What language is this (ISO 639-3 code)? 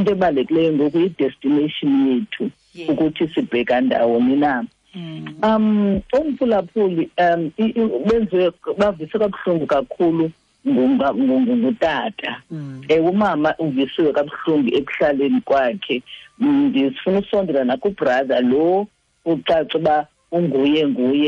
xho